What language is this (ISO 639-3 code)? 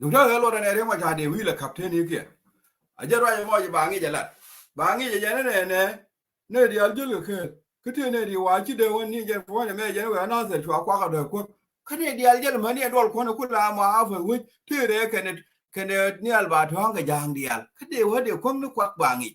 nus